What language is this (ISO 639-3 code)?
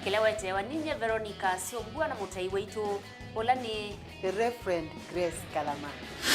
kam